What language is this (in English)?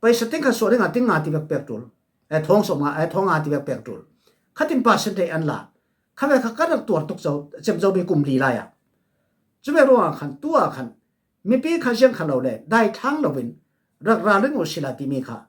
Falam Chin